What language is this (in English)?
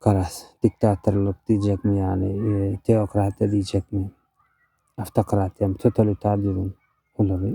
Turkmen